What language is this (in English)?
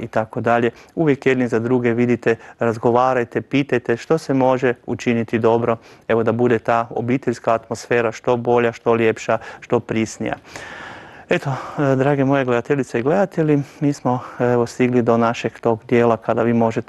Croatian